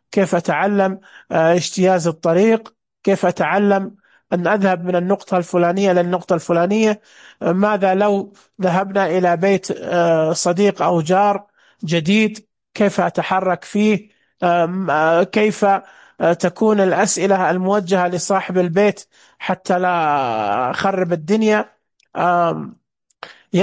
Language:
Najdi Arabic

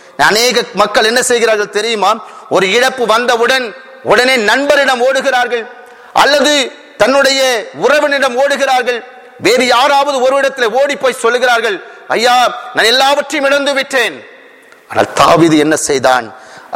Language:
Tamil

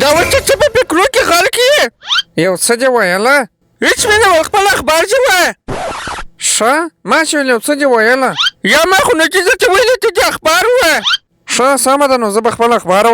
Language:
Pashto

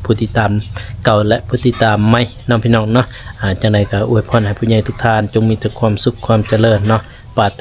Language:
Lao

